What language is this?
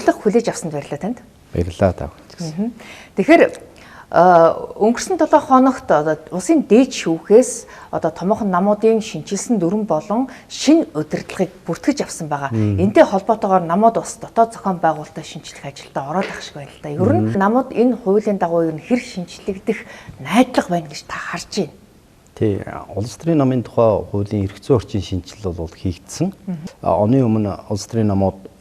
Mongolian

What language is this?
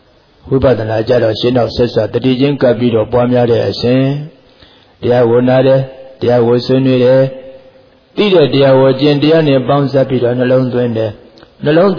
Burmese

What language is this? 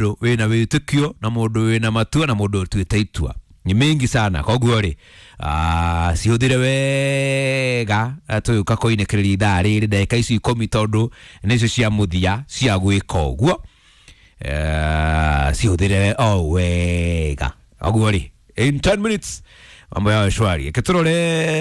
Kikuyu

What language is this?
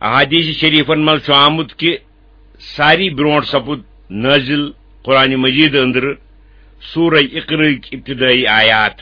Kashmiri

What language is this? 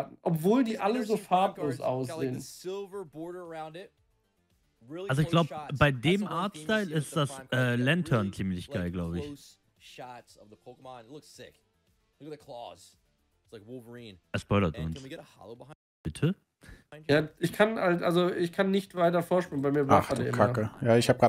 German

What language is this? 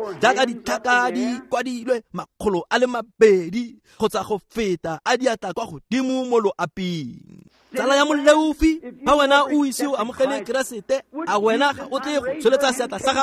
Tswana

